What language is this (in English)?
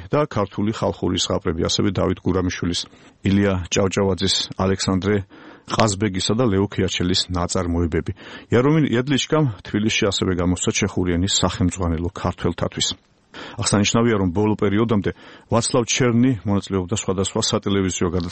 Georgian